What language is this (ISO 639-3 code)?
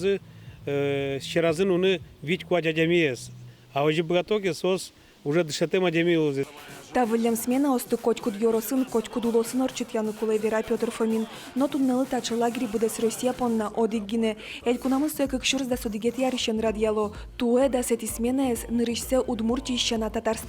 udm